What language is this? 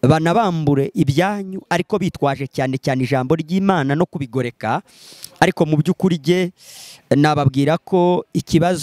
Kinyarwanda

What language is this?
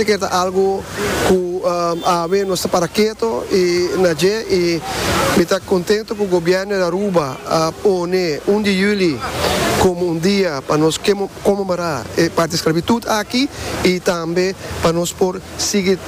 Papiamento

